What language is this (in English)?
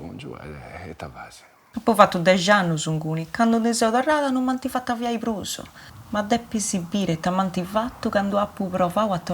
Sardinian